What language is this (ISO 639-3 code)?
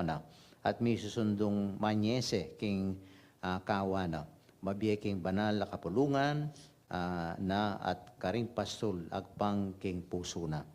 pam